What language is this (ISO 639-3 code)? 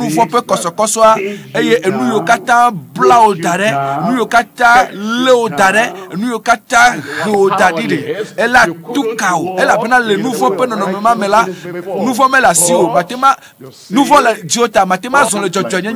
ewe